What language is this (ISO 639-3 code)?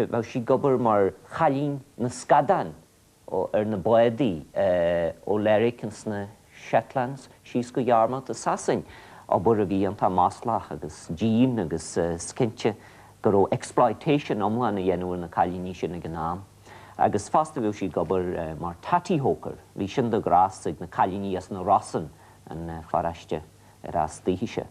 gle